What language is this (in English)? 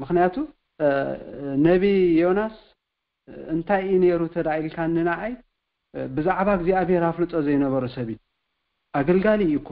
Tigrinya